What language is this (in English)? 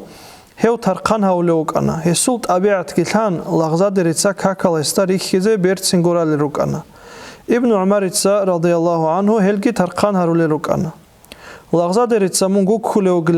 Avaric